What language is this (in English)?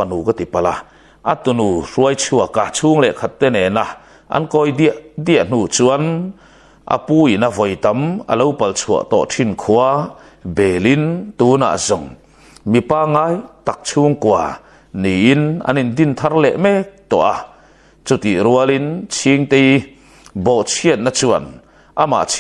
Mizo